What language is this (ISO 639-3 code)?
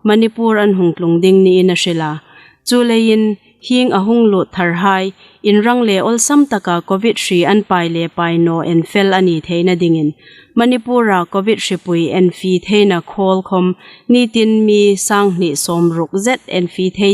hmr